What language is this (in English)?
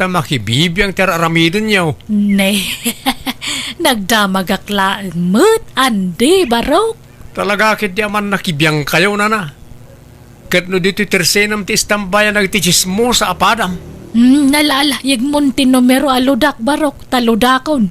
Iloko